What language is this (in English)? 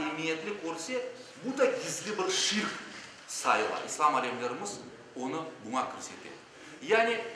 Crimean Tatar